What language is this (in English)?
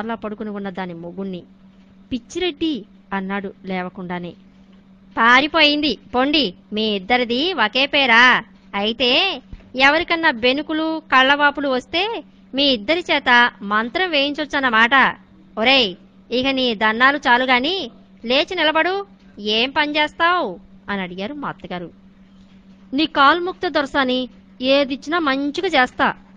Telugu